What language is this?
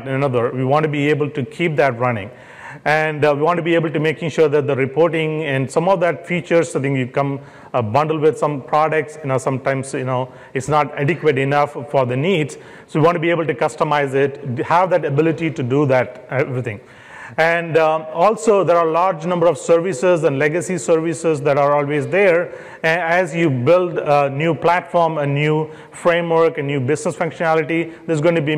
English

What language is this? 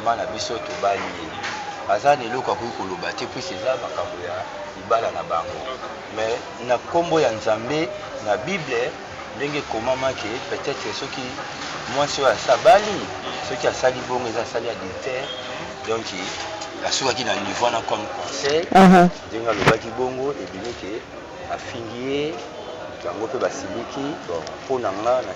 Lingala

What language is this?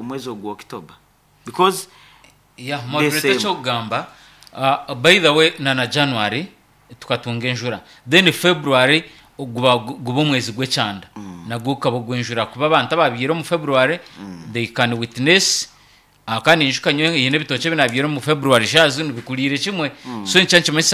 Nyankole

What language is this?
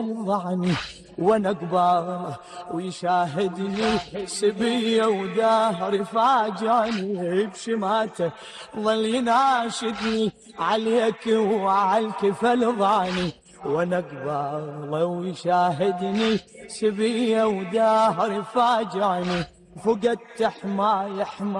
Mesopotamian Arabic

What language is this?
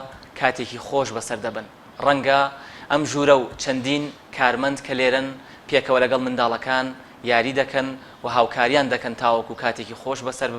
Central Kurdish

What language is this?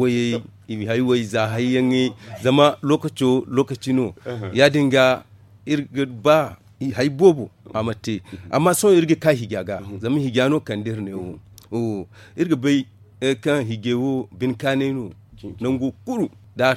Zarma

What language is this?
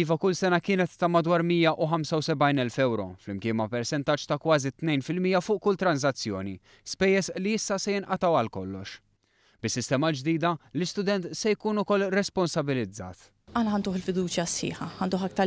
Maltese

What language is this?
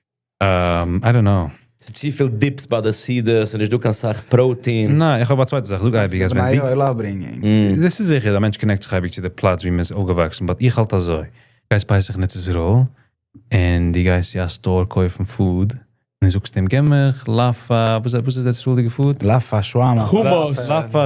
Yiddish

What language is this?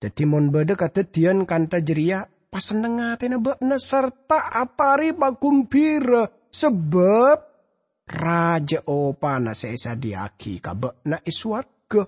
Madurese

